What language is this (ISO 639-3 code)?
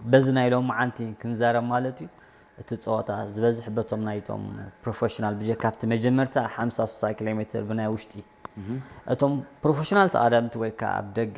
tir